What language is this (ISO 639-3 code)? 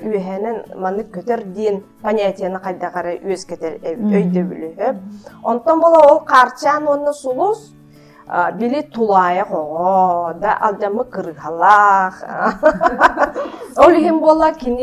sah